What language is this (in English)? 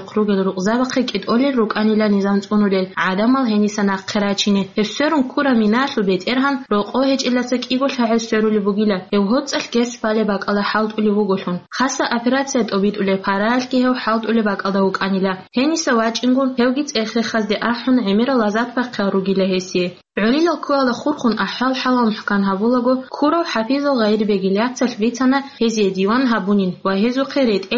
Avaric